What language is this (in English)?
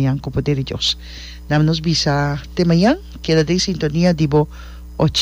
Papiamento